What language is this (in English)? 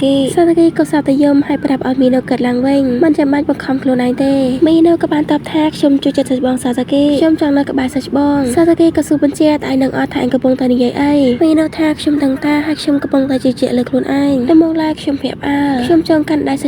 Khmer